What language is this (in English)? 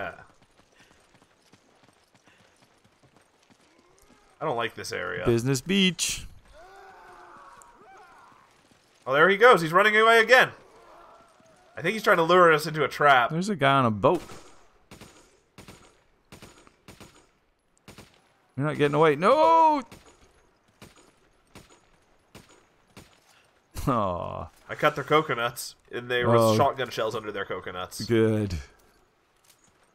English